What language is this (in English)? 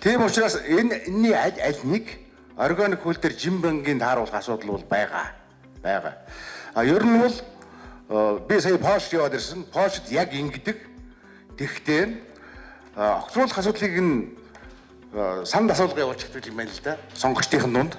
Mongolian